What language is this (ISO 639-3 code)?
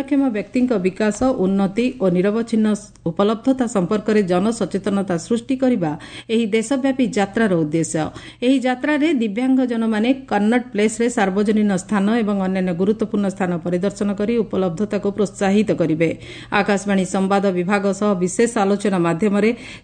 ori